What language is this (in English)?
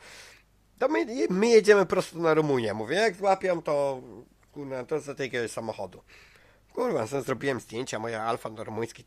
Polish